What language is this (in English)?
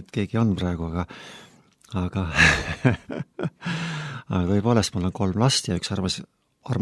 Estonian